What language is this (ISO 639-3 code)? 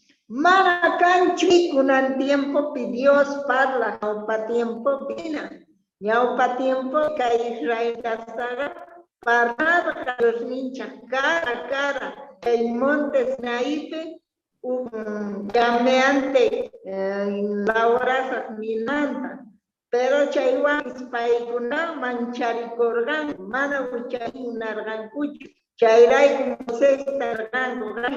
quh